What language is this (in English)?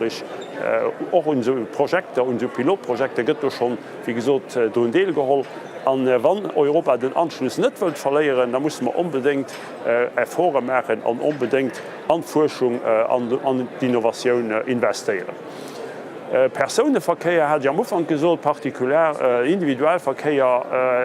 Luxembourgish